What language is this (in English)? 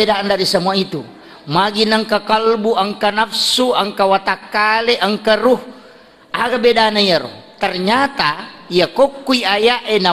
Buginese